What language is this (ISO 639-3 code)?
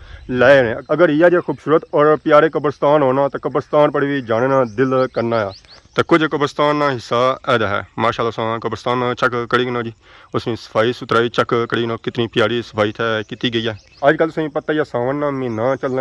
phr